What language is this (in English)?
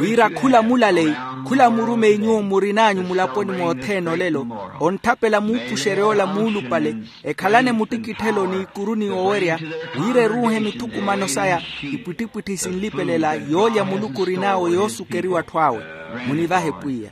Makhuwa